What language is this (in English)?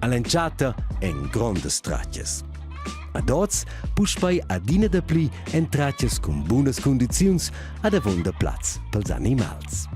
Romansh